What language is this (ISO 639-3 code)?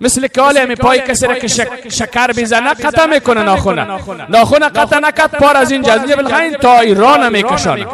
fas